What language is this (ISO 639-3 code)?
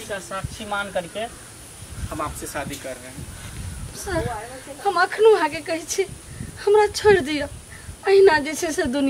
mai